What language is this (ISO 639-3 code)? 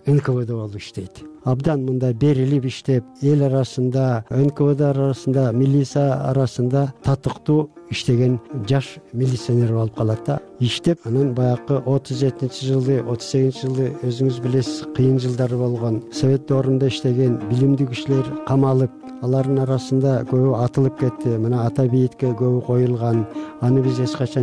kir